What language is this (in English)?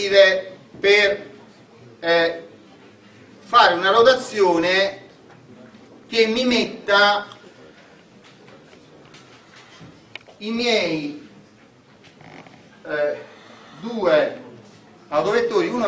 Italian